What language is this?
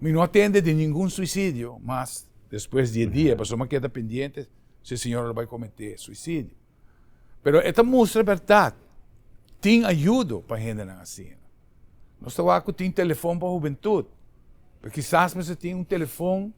Papiamento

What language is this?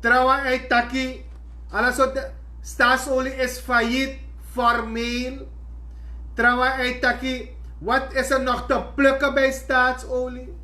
Sranan Tongo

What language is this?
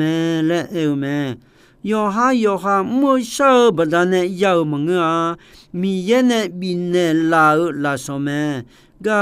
Akha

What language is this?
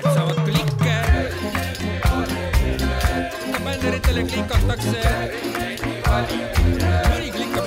Estonian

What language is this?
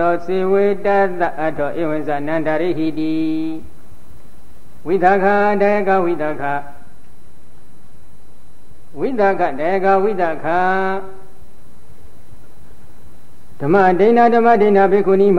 Burmese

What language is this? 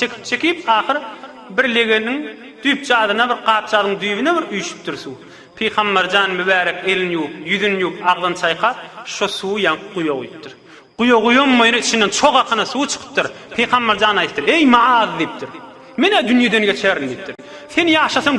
Turkmen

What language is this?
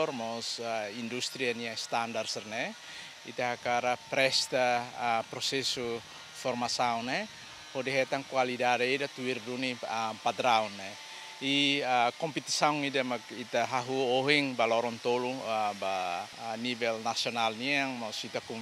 Tetum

